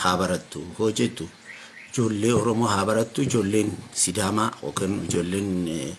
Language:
Oromo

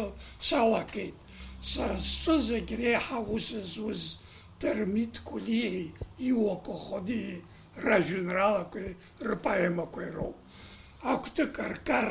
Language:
Abkhazian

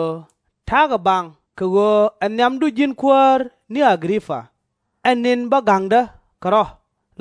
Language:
Nuer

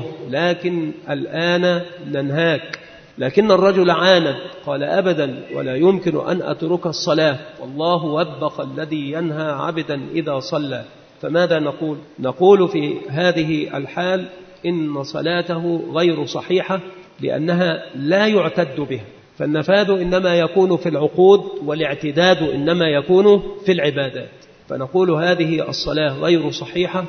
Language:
Arabic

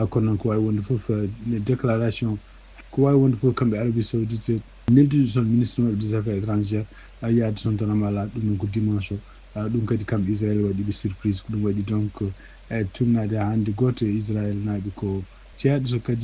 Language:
Fula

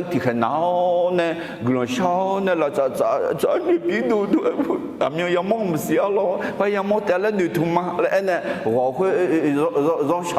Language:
Akha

